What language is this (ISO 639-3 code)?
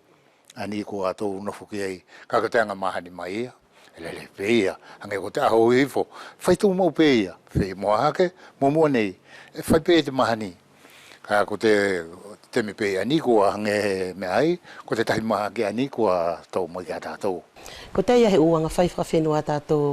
wls